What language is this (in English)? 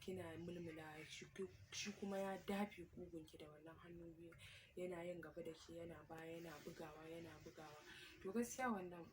Hausa